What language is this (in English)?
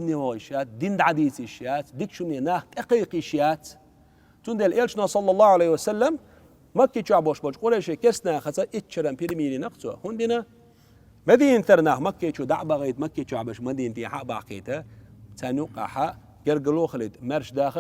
Chechen